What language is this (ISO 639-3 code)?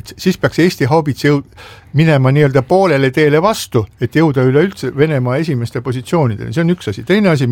est